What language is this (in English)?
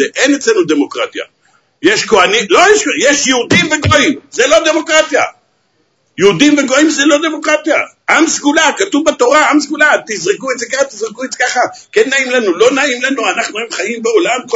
Hebrew